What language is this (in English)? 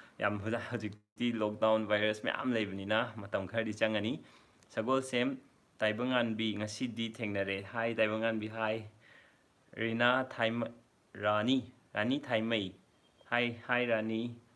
Manipuri